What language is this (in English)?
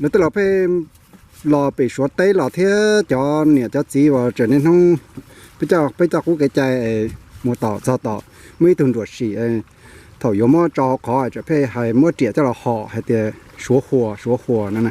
Hmong